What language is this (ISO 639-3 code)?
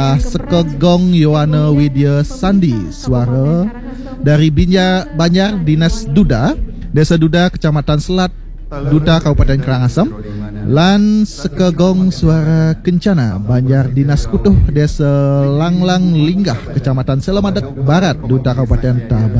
ban